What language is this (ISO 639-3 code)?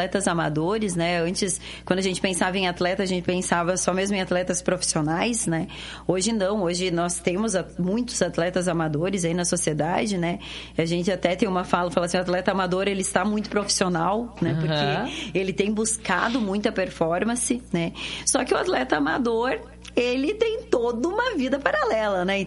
por